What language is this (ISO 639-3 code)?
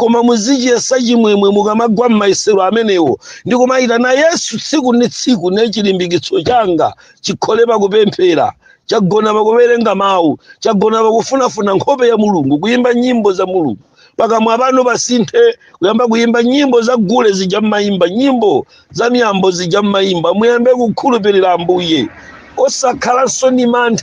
nya